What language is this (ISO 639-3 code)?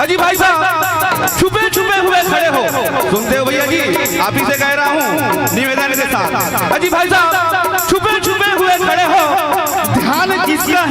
hne